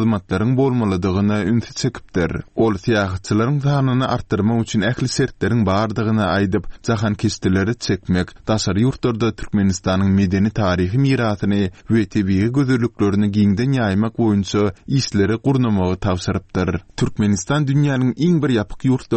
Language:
Turkmen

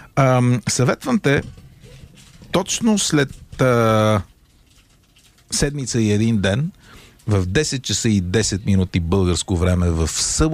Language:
Bulgarian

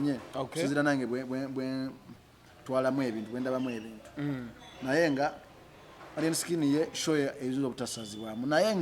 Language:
Ganda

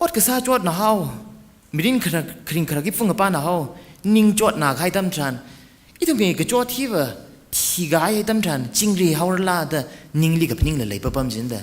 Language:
Tangkhul Naga (India)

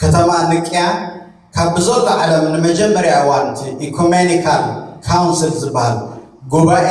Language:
Tigrinya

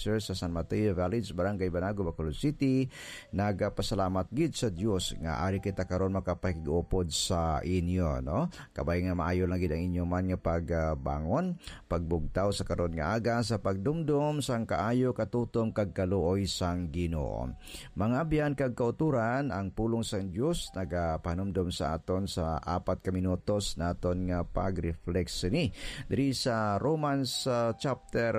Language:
Hiligaynon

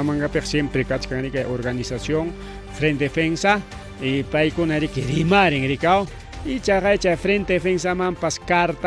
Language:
Ayacucho Quechua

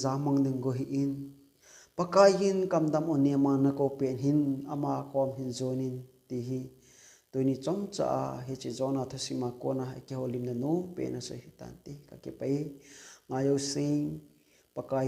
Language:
Thado Chin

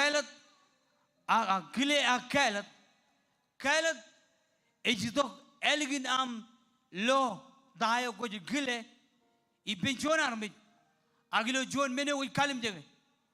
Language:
Marshallese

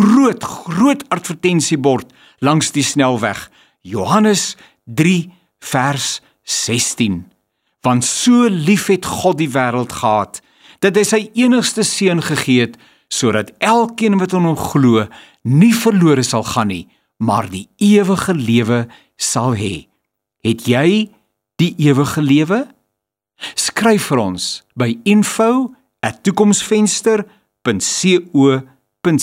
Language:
Afrikaans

